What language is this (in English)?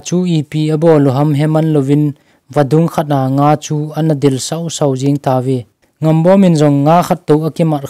Thado Chin